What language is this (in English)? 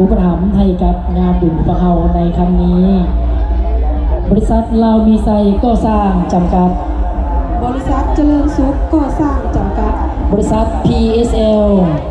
Lao